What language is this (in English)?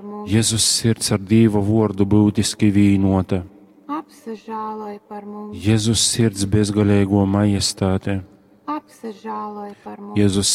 Latgalian